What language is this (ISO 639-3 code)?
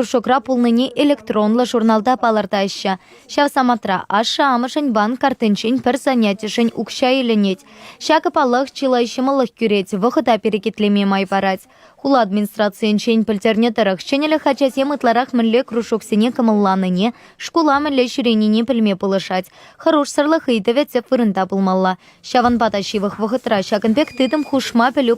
chv